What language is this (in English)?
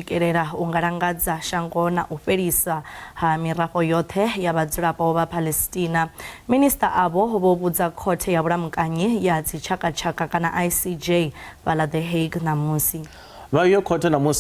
Venda